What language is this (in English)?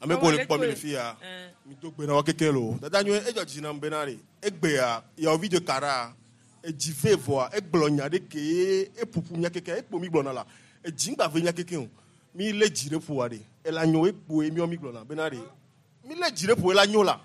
Gen